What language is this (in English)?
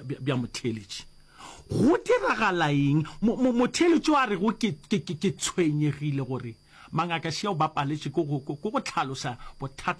Northern Sotho